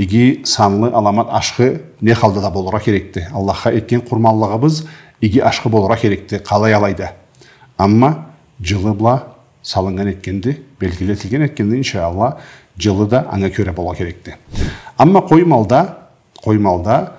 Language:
Karachay-Balkar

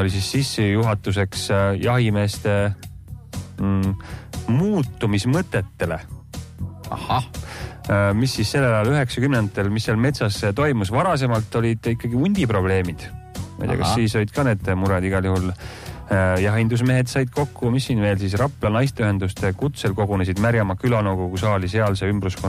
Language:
Estonian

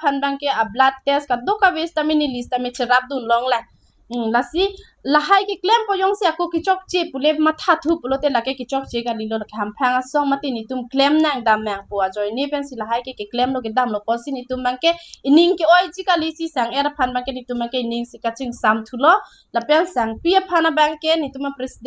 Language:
Karbi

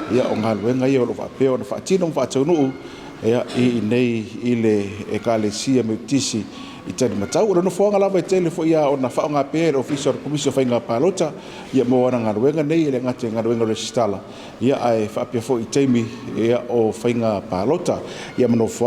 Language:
Samoan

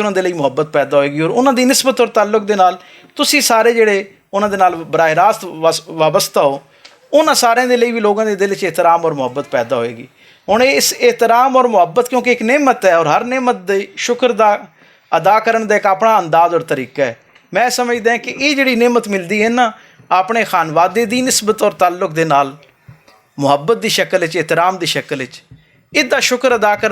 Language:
Western Panjabi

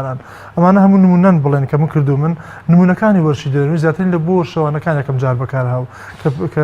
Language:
Central Kurdish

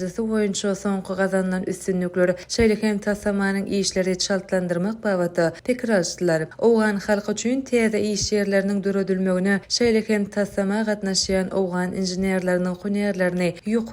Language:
Turkmen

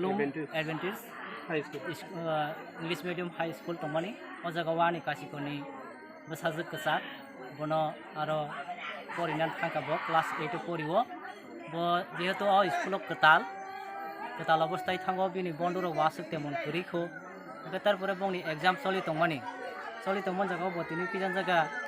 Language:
Kok Borok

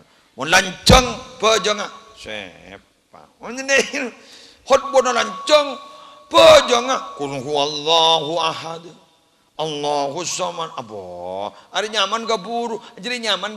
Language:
Madurese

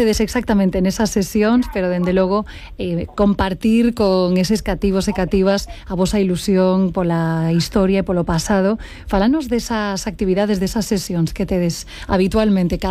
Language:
Galician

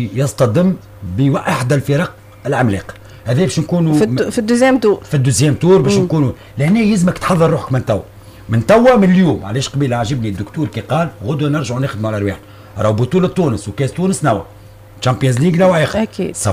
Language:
Tunisian Arabic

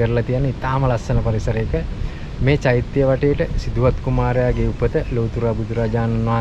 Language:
Sinhala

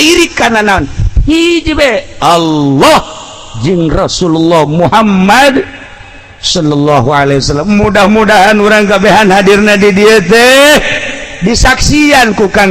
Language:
Sundanese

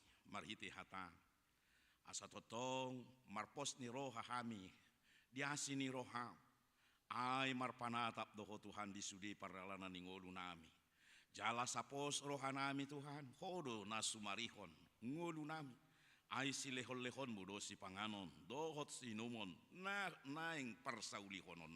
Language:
Batak Toba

